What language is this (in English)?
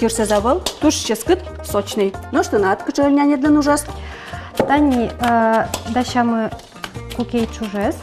Udmurt